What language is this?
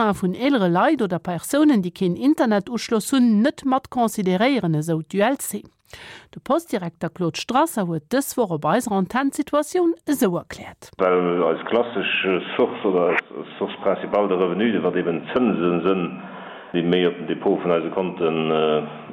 Luxembourgish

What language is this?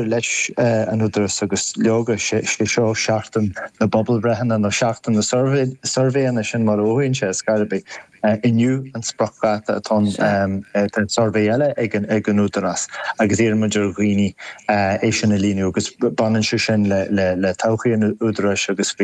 Irish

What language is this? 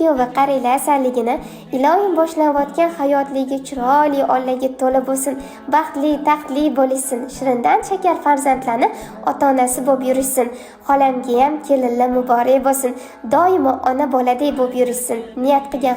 Uzbek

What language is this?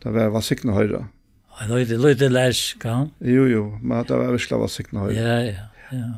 Faroese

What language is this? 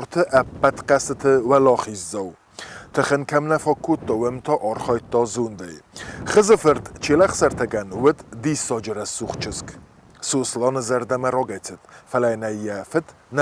Ossetic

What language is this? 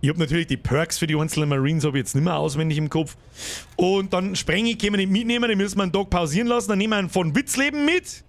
Bavarian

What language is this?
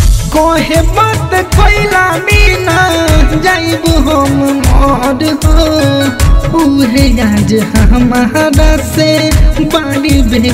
Bhojpuri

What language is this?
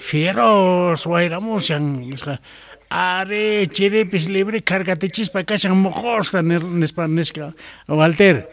South Bolivian Quechua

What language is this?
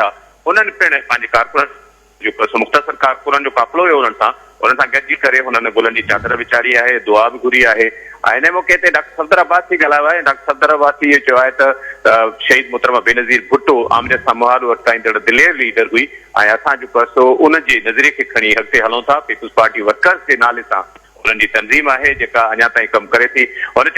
Sindhi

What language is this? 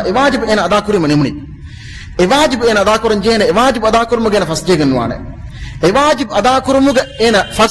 Divehi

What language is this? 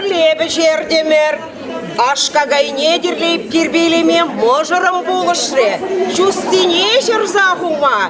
Chuvash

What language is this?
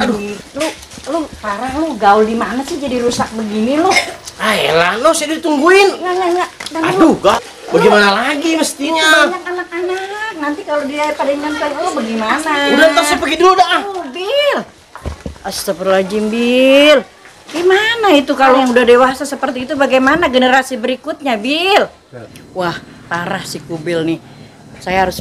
Betawi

